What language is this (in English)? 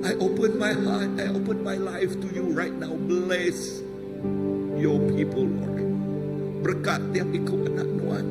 Iban